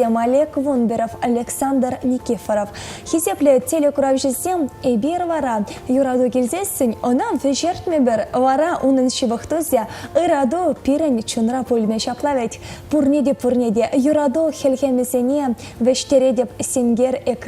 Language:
Chuvash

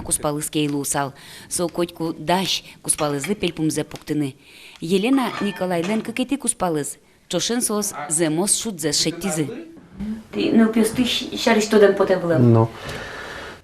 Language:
Udmurt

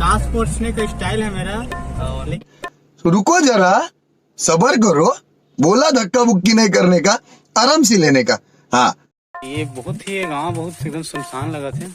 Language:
Chhattisgarhi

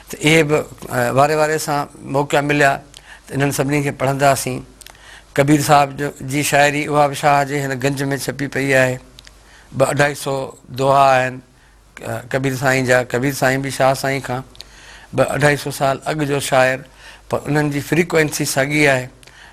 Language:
Sindhi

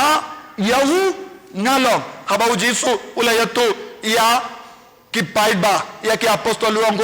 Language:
Khasi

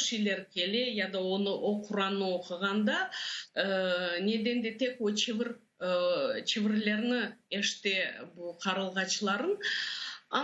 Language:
Crimean Tatar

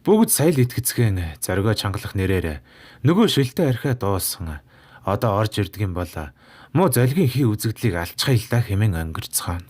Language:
Mongolian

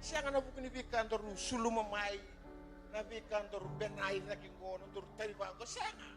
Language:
Fijian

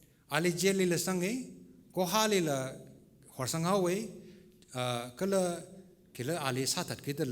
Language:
Tangkhul Naga (India)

